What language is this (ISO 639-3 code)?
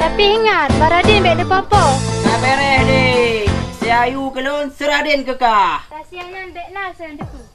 ace